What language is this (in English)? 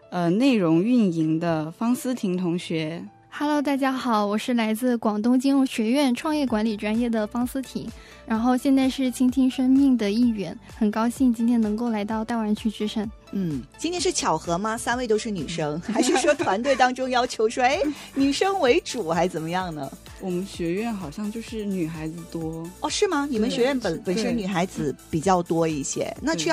Chinese